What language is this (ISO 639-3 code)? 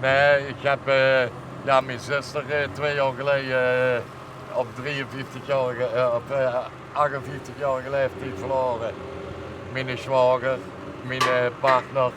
lim